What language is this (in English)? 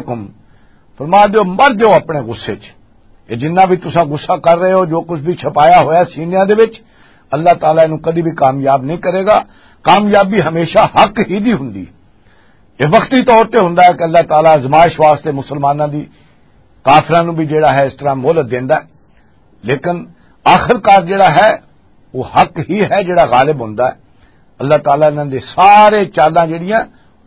Western Panjabi